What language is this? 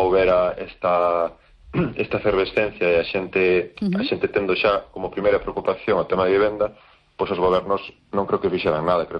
Galician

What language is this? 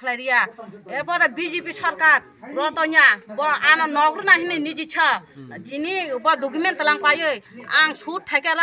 Kok Borok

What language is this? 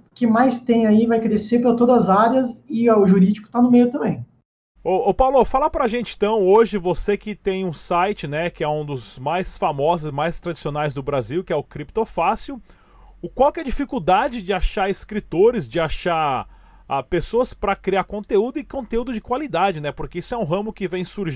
Portuguese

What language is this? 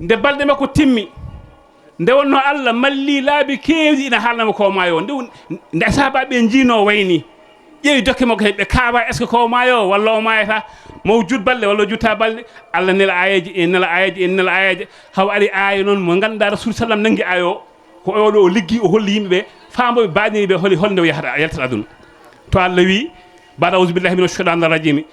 Fula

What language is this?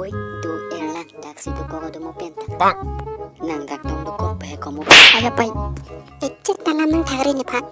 Karbi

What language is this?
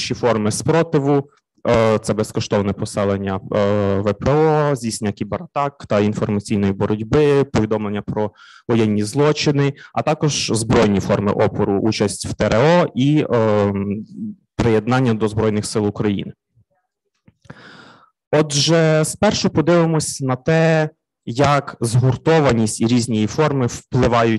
Ukrainian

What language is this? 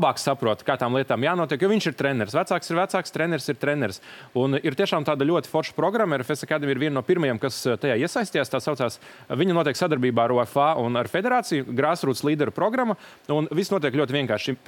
Latvian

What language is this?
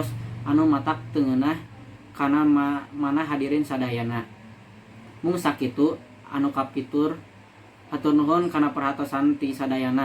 Sundanese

